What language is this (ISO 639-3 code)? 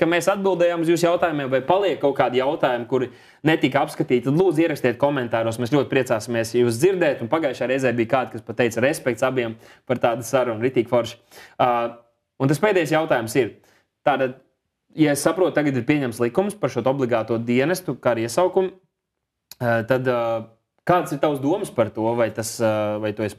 lav